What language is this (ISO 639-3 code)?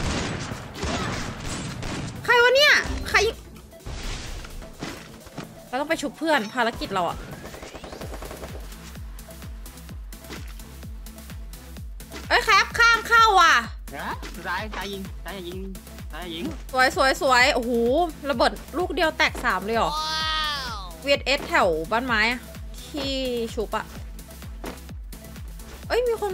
tha